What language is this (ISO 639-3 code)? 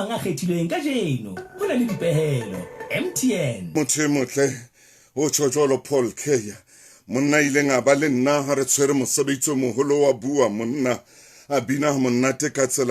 sot